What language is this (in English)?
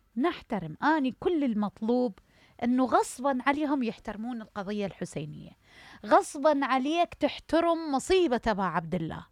Mesopotamian Arabic